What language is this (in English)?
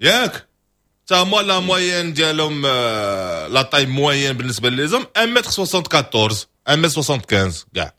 Moroccan Arabic